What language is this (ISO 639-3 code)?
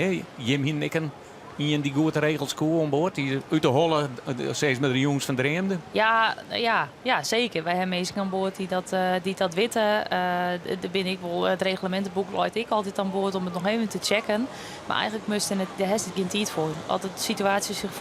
fry